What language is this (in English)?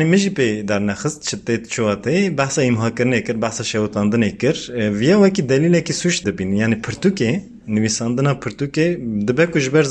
Kurdish